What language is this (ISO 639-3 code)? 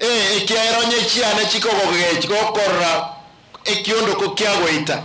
guz